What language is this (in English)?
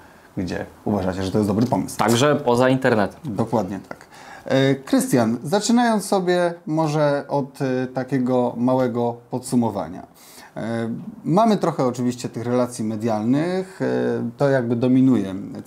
Polish